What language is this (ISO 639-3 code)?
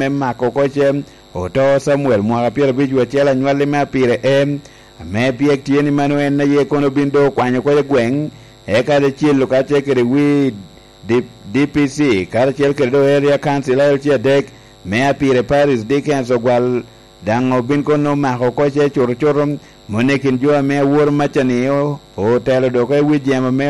laj